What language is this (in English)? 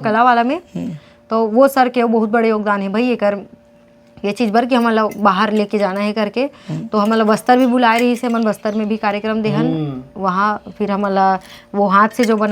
Chhattisgarhi